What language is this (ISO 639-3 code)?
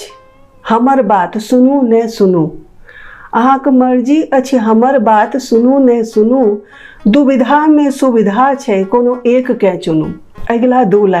mai